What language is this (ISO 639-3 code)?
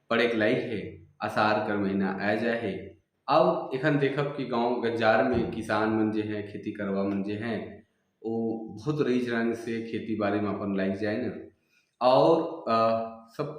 sck